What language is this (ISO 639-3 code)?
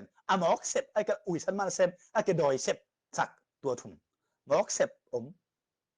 ctd